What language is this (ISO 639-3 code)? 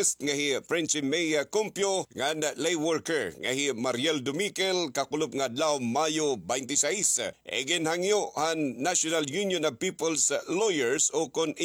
war